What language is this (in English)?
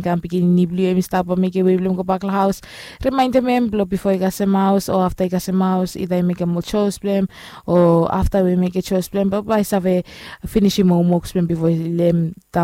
Bislama